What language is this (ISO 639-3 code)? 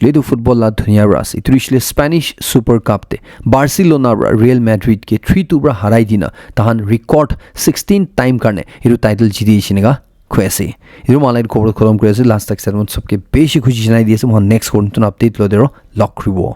nag